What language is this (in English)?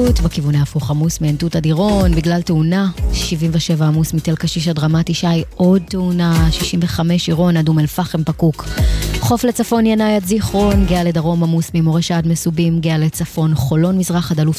Hebrew